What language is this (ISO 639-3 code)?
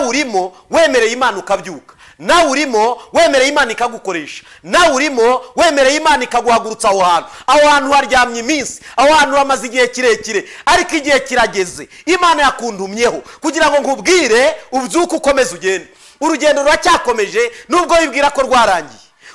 kin